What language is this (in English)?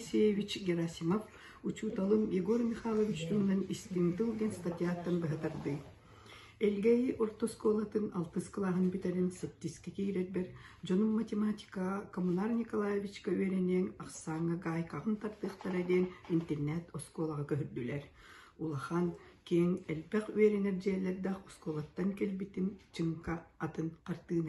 Yakut